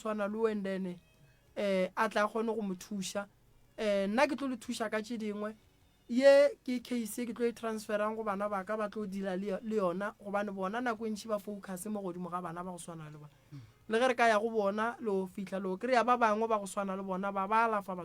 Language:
Northern Sotho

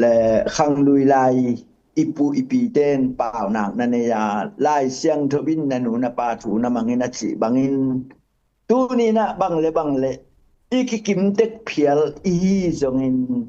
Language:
Tedim Chin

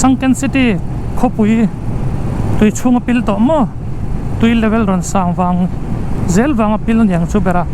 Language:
Mizo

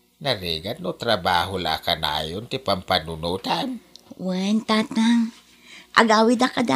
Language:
Iloko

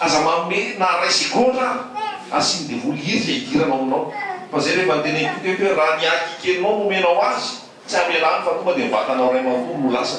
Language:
Malagasy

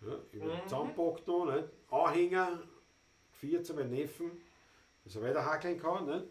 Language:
Bavarian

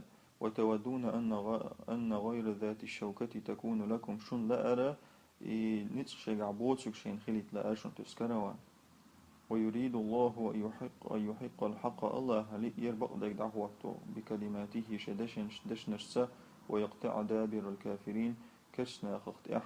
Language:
Chechen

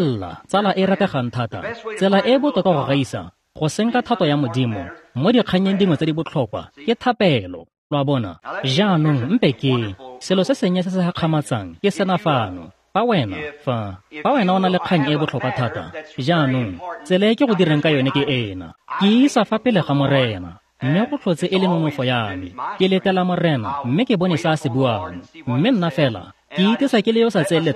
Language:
Tswana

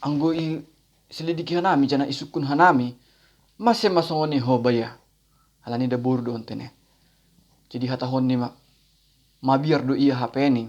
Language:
Batak Simalungun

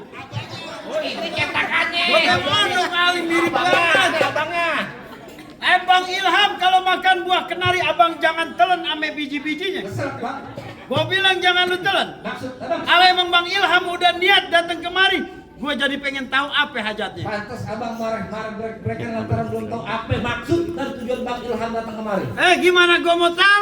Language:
Betawi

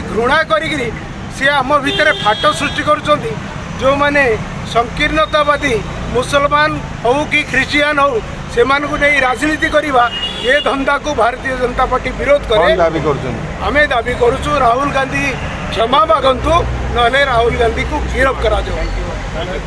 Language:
Odia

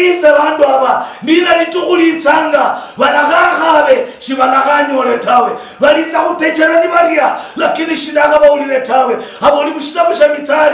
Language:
Luyia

